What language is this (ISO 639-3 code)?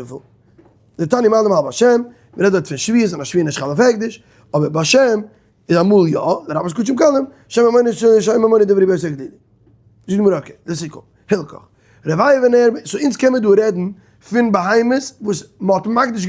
yid